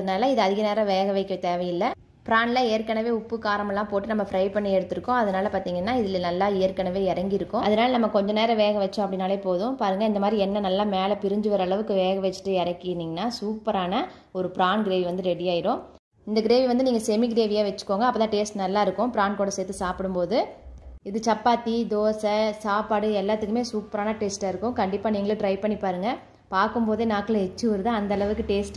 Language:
Tamil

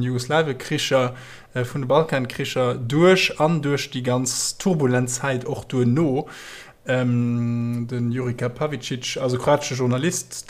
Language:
Luxembourgish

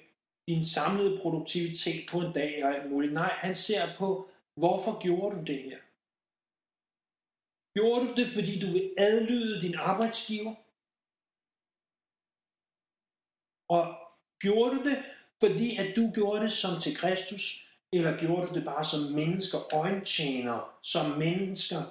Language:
Danish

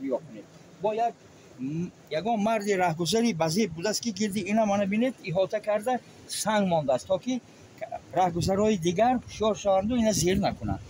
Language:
Tajik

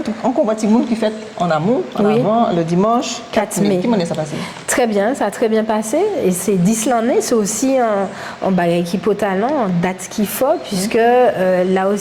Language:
Guadeloupean Creole French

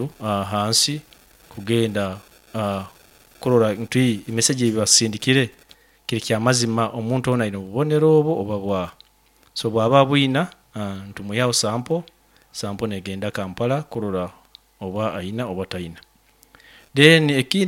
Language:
Nyoro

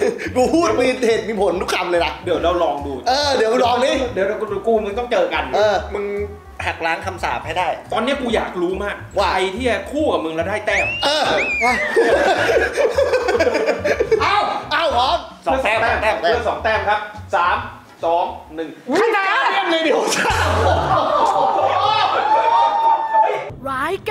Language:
Thai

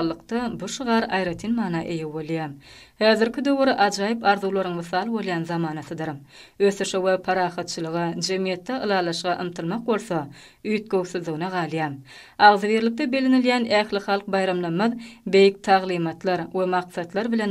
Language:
Turkmen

